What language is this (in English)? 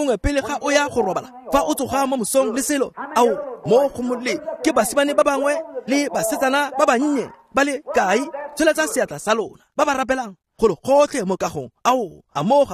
Tswana